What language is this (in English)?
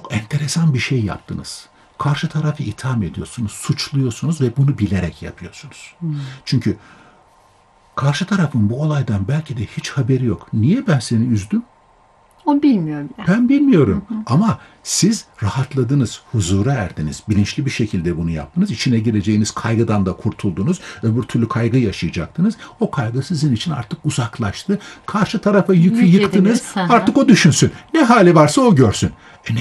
Turkish